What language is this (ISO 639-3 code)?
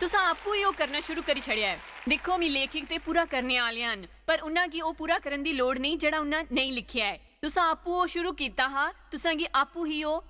doi